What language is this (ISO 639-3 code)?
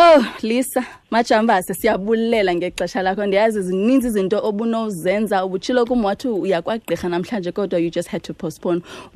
xho